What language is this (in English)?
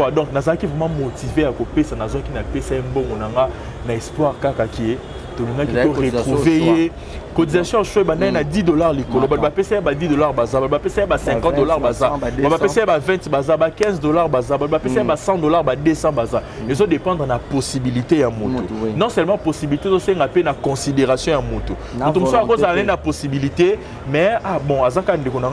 Lingala